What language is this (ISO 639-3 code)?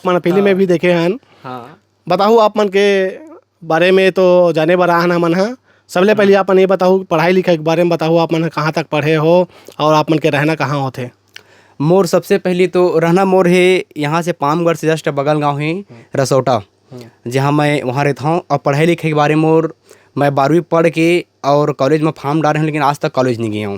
hne